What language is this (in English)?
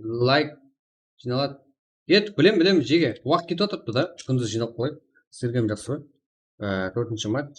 Kara-Kalpak